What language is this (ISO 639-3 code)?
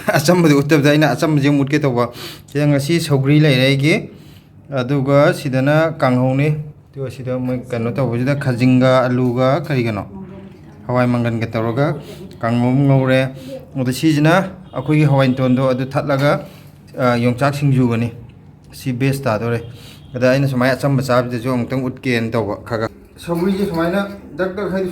mni